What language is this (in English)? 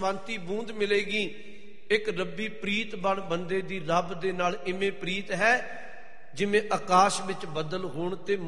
Punjabi